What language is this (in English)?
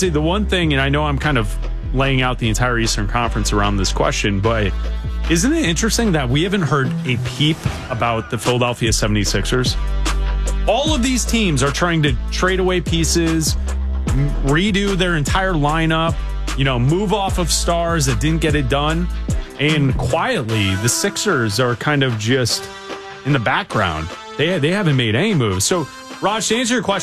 English